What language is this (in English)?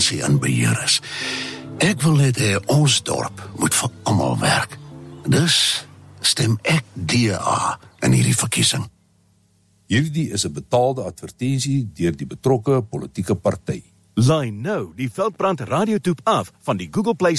Afrikaans